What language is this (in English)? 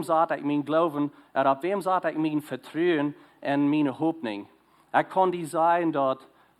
Plautdietsch